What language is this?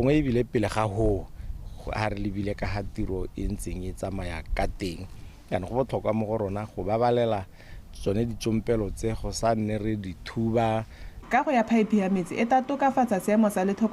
Tswana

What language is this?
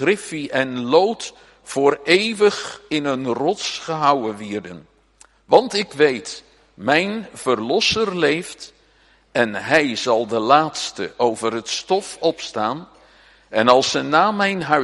Dutch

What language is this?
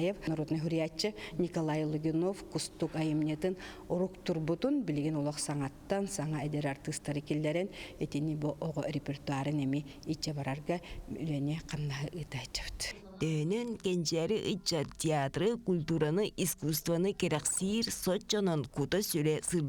Yakut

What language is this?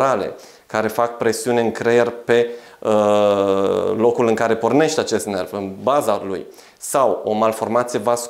Romanian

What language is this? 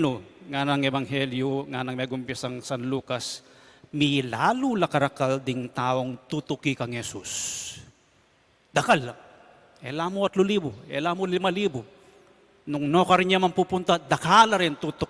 Pampanga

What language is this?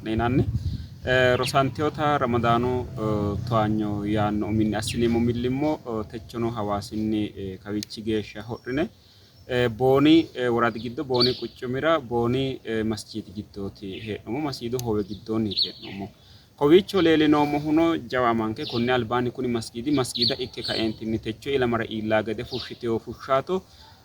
Sidamo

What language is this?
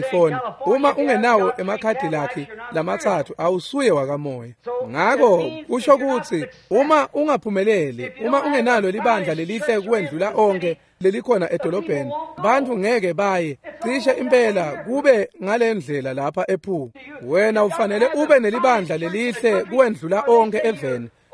Swati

